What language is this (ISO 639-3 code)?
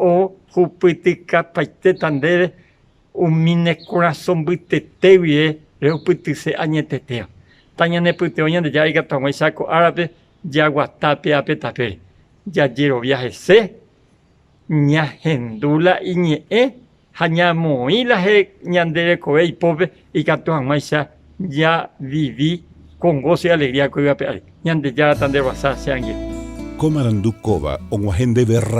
grn